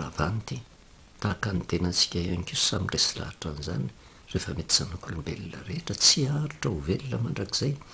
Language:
Malagasy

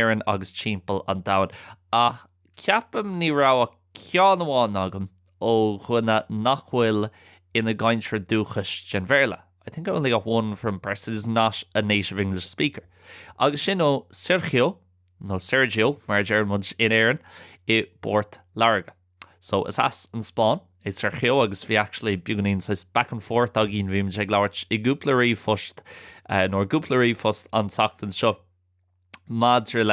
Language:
Irish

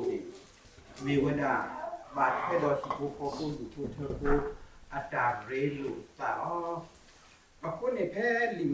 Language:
S'gaw Karen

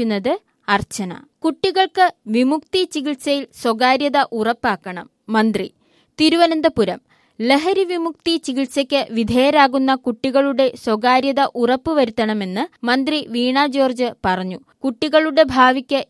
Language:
Malayalam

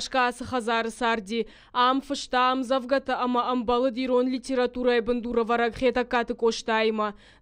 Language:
Ossetic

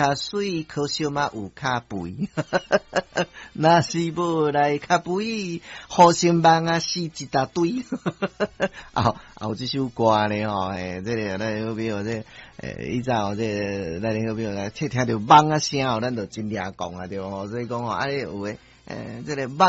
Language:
Min Nan Chinese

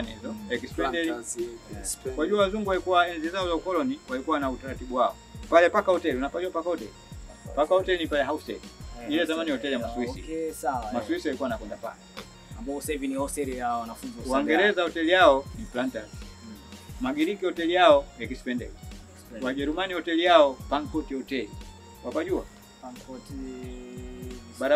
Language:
Swahili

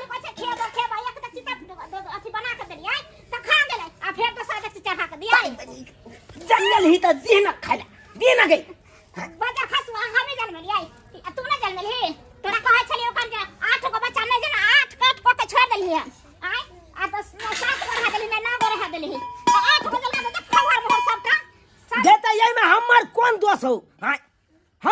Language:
Maithili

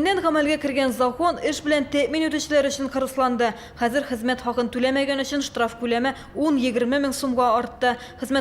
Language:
Tatar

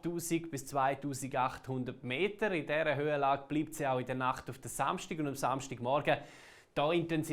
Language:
Swiss German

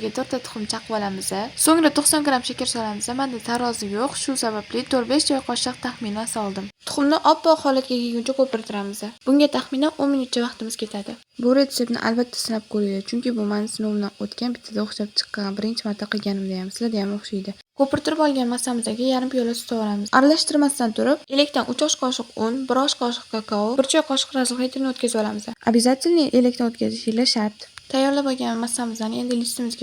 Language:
Uzbek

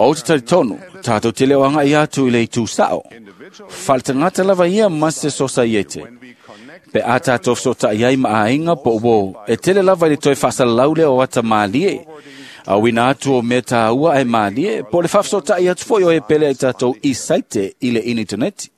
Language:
Samoan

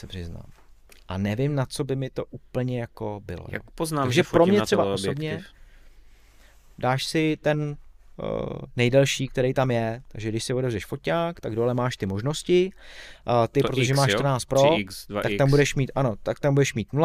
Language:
Czech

